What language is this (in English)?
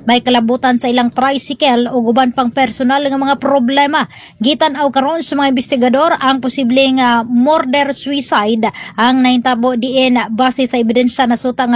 Cebuano